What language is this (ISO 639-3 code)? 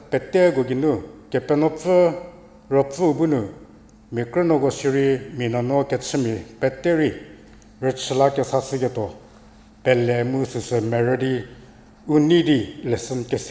njm